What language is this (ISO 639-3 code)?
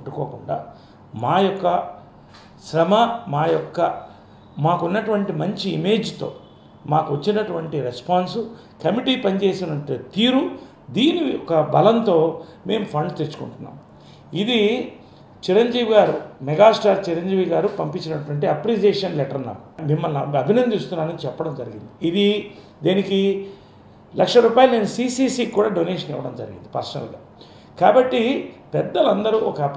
tel